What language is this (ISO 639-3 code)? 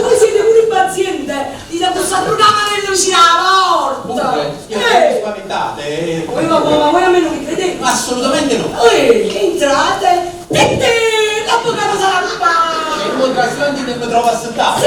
nap